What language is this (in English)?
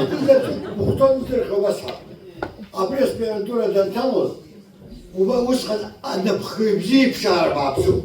Abkhazian